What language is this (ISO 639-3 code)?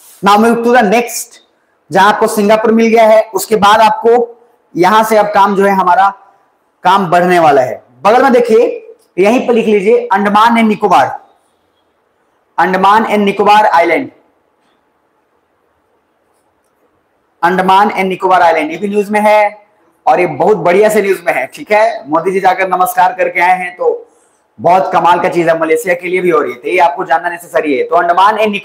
hin